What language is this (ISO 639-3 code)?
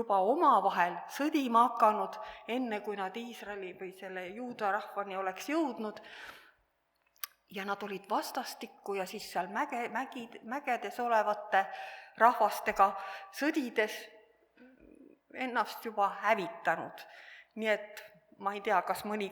est